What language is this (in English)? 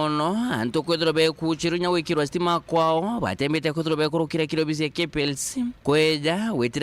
Meru